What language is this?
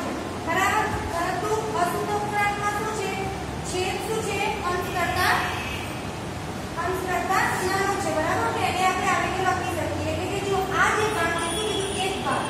Gujarati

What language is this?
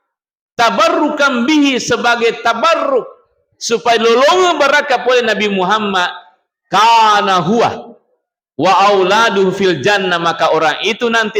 Buginese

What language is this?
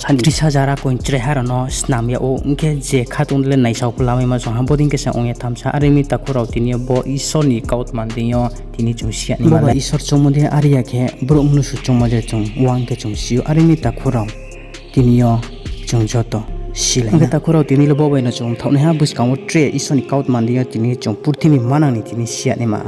Riang (India)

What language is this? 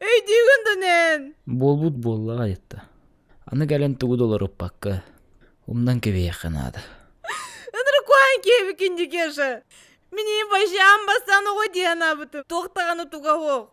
Yakut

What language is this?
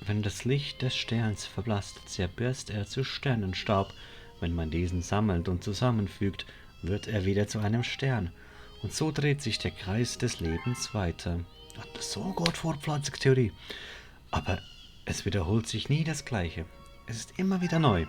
Swiss German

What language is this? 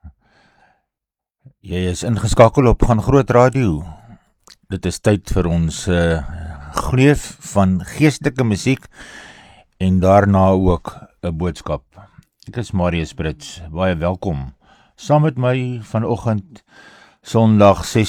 Afrikaans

